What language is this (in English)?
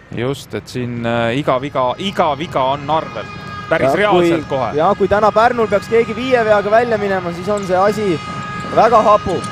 Estonian